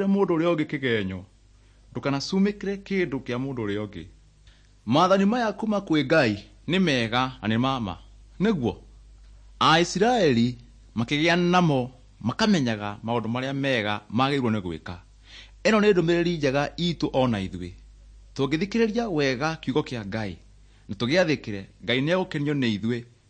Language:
Kikuyu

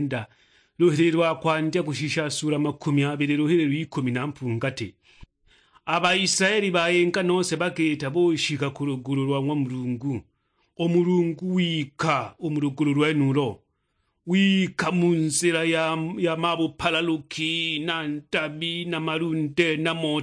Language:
Sukuma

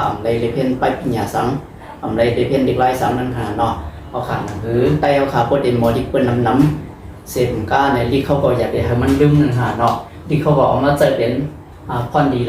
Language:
Shan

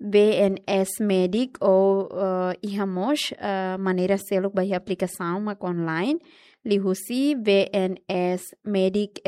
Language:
Tetum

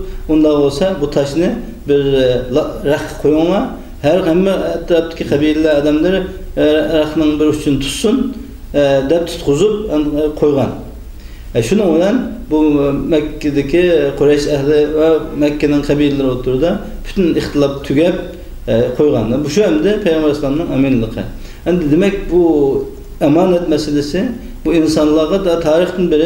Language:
Uyghur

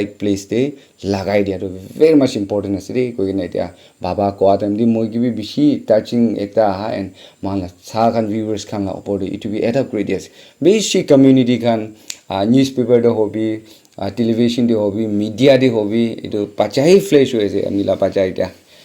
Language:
Naga Pidgin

